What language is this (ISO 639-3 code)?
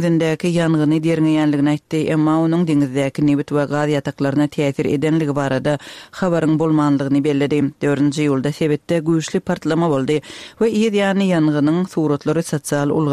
tuk